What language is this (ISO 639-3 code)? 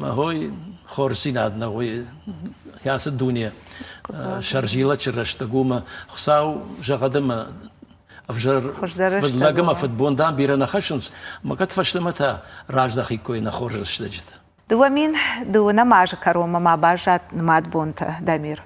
oss